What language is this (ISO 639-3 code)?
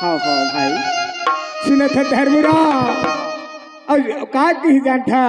hne